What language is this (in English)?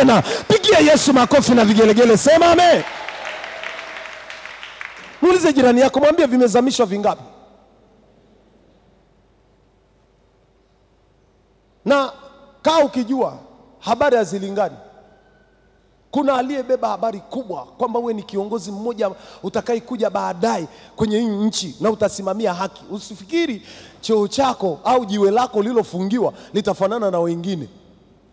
Swahili